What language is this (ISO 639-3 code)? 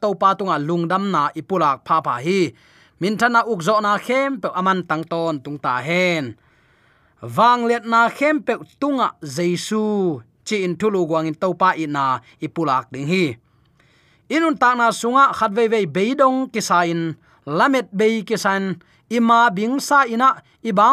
ctd